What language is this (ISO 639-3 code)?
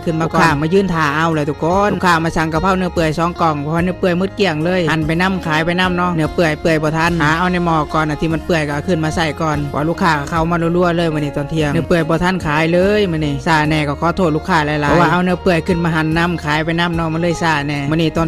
lao